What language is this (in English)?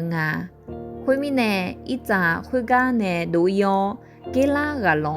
Akha